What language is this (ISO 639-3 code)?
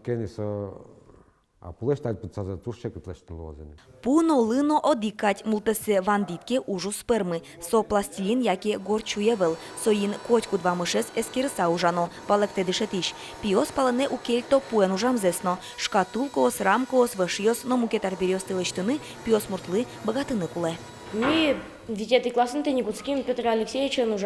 udm